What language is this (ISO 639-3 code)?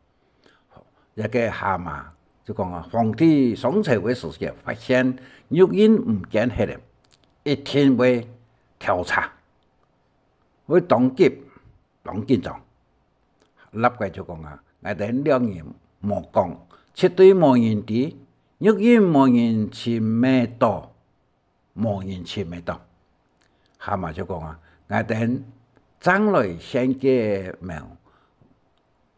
hak